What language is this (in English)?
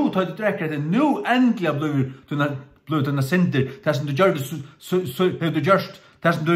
Faroese